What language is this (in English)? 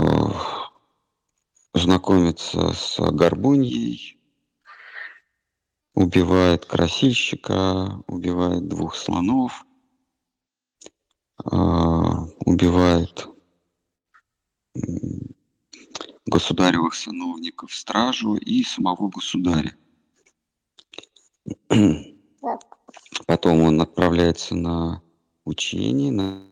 Russian